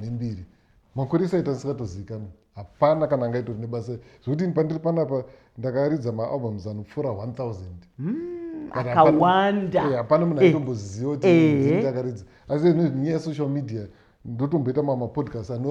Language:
Shona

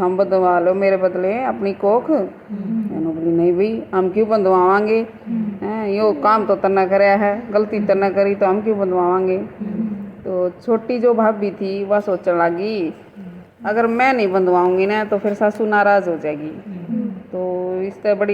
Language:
Haryanvi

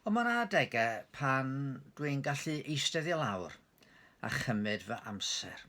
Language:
Welsh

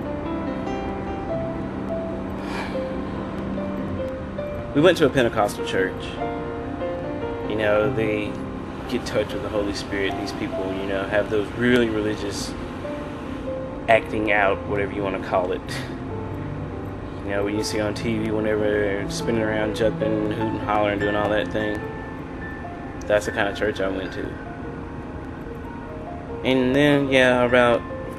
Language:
English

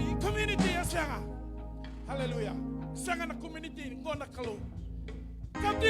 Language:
Fijian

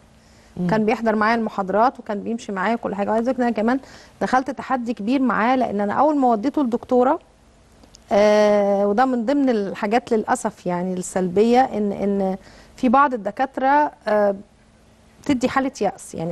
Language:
Egyptian Arabic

